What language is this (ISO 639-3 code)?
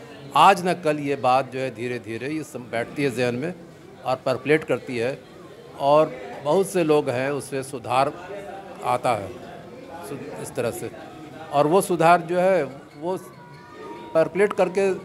urd